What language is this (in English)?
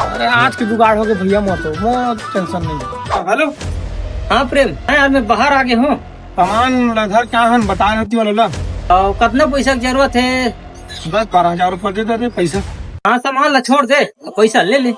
Chhattisgarhi